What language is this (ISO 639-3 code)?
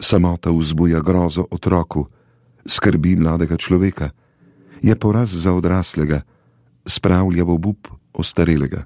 slv